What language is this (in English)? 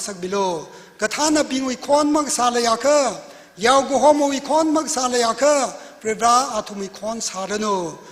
Tangkhul Naga (India)